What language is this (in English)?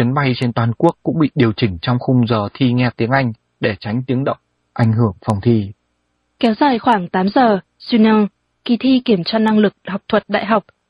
Vietnamese